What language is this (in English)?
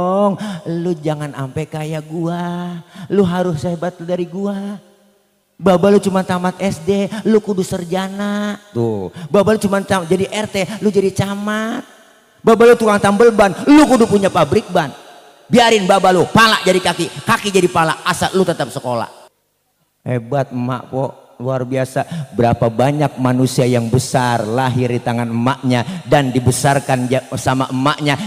Betawi